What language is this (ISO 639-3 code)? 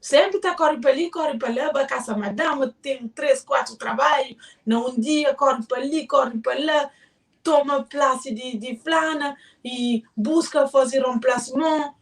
kea